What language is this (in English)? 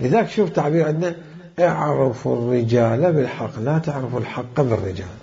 Mesopotamian Arabic